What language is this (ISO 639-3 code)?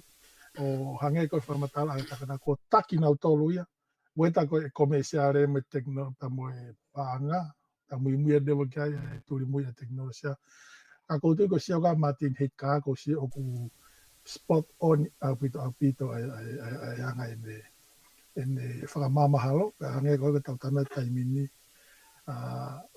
ton